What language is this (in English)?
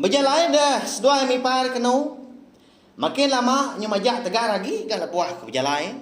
Iban